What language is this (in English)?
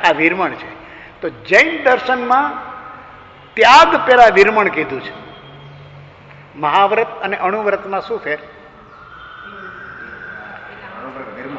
Gujarati